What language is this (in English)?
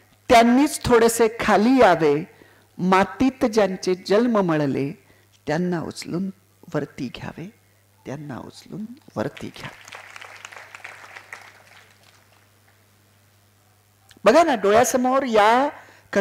Marathi